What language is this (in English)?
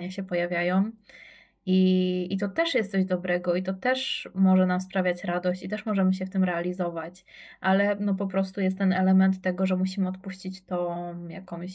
Polish